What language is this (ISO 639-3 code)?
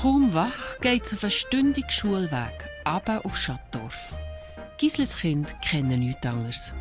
gsw